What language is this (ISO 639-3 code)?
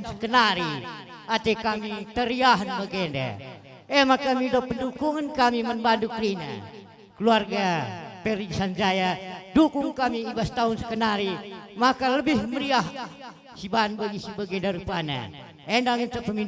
btx